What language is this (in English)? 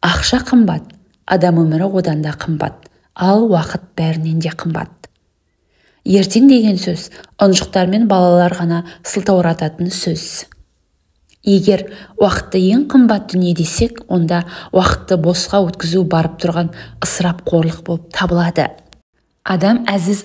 Kazakh